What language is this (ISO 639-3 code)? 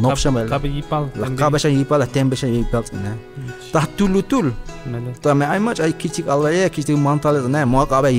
tzh